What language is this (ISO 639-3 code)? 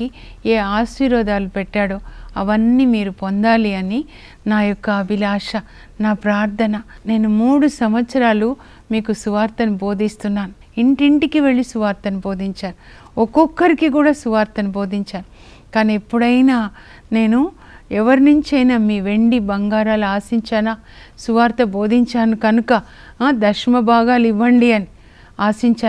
tel